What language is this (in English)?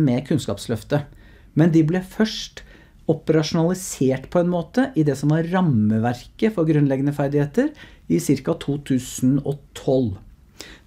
Norwegian